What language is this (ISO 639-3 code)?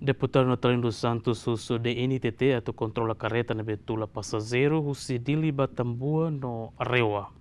tet